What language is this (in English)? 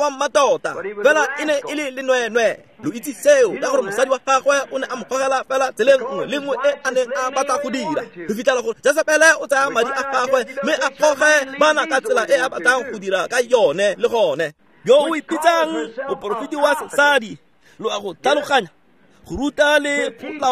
Tswana